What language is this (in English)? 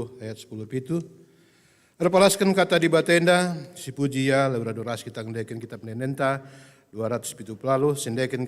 Batak Karo